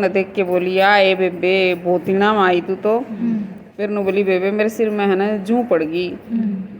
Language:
Haryanvi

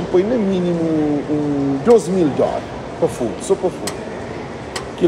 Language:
Kabuverdianu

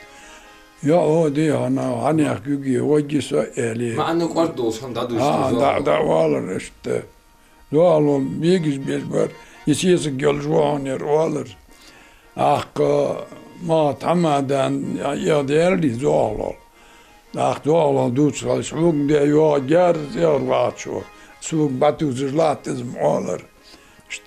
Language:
Ingush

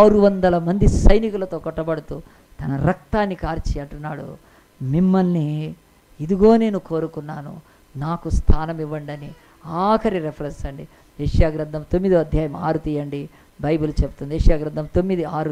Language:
Telugu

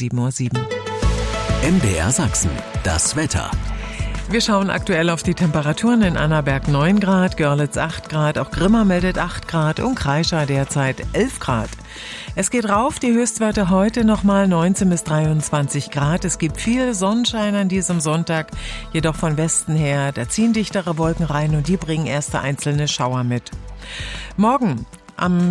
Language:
German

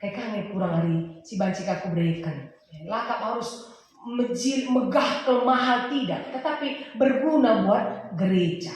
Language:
Batak Karo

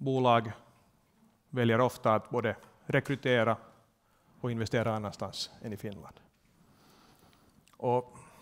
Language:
Swedish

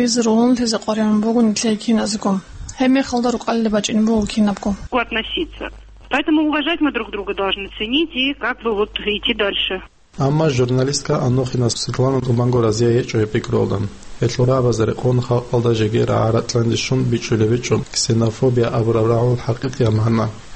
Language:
Avaric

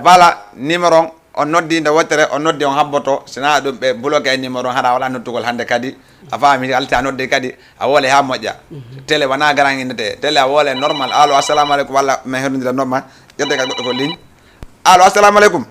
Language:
Fula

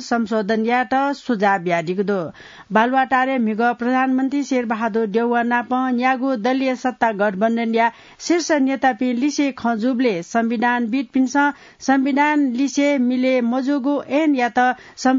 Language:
Newari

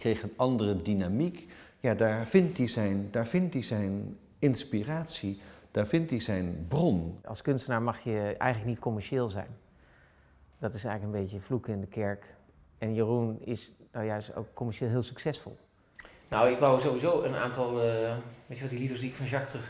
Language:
Dutch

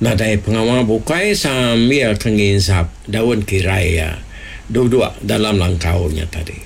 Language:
Iban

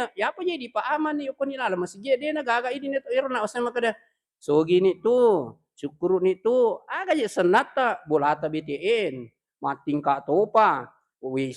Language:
Buginese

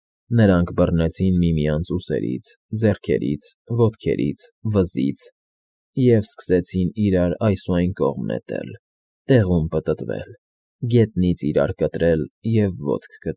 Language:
Armenian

